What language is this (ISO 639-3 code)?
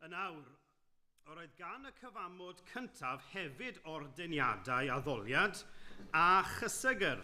cym